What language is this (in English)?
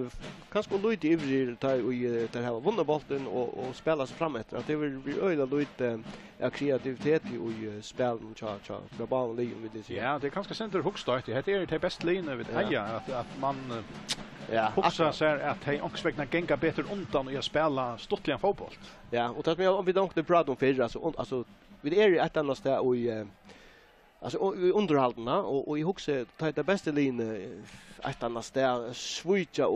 Faroese